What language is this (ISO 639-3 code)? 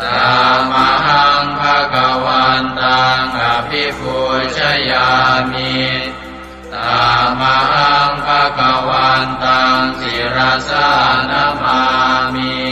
pli